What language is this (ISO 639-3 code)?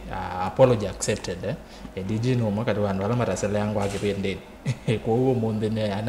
kam